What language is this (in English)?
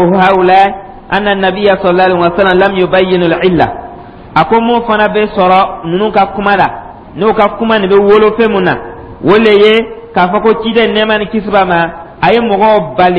Dyula